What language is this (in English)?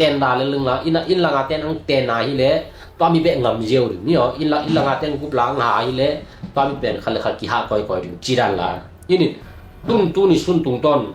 Tedim Chin